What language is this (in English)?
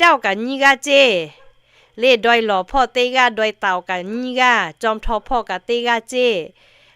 Lahu